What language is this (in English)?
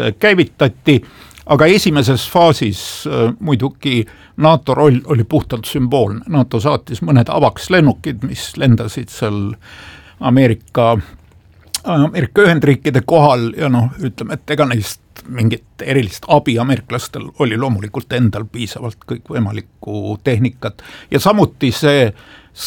Estonian